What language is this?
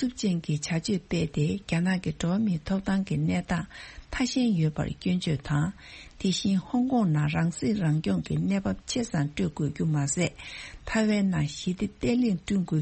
Tibetan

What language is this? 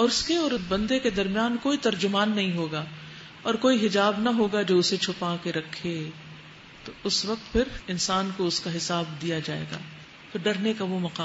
Urdu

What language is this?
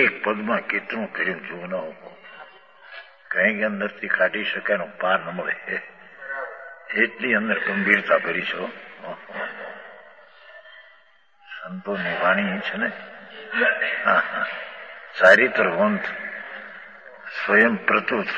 Hindi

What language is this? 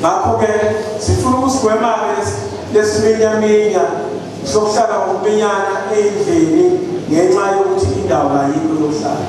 Zulu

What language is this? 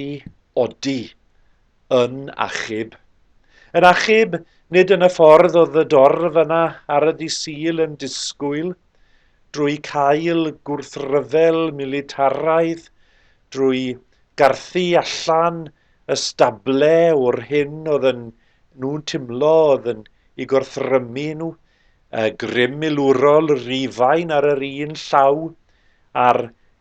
Welsh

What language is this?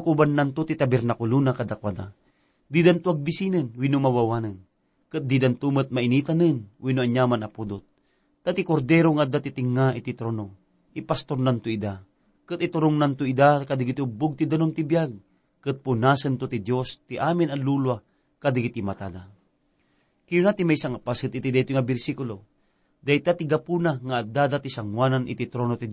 Iloko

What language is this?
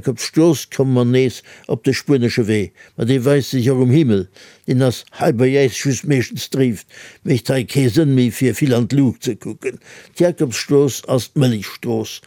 Luxembourgish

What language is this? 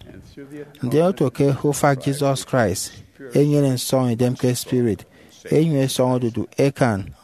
Efik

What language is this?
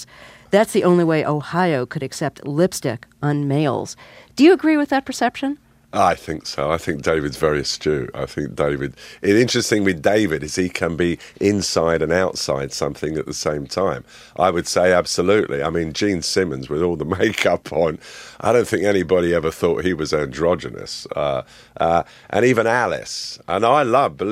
English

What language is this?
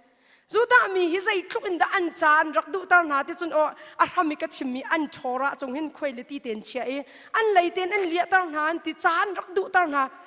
Hakha Chin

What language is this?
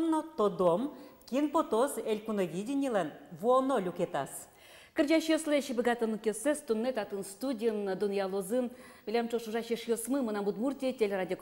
Udmurt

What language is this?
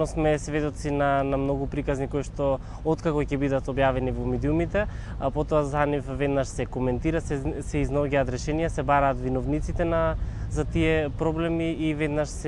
Macedonian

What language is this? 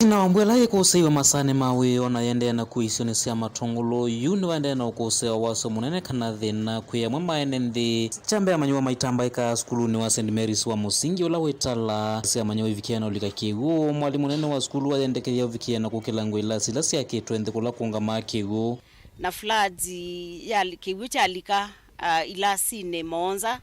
Kamba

